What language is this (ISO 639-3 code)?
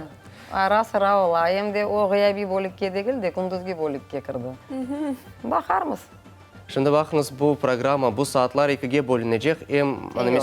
crh